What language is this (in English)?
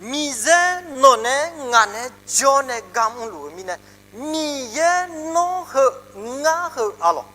Akha